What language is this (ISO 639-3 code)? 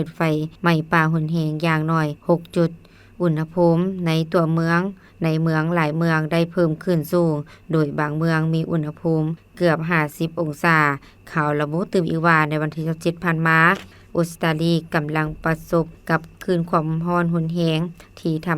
lao